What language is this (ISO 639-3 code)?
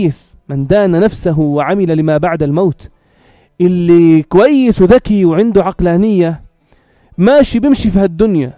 apc